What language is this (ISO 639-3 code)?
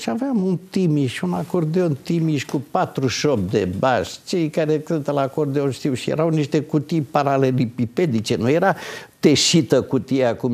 ron